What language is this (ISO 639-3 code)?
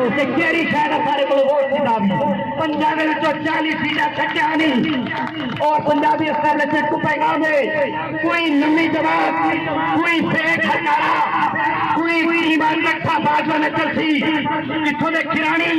skr